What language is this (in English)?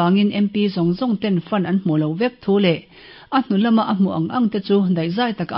Mizo